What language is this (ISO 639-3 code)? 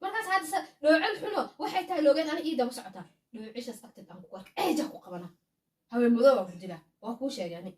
som